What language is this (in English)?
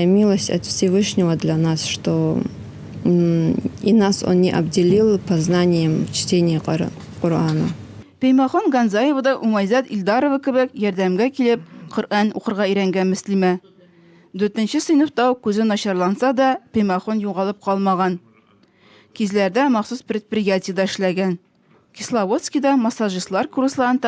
Tatar